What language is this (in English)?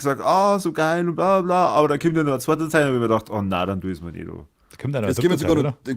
Bavarian